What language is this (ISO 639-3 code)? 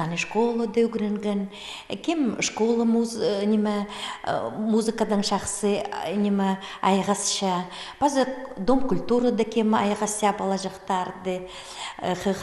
kjh